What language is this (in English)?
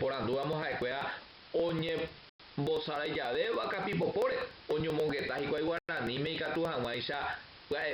Guarani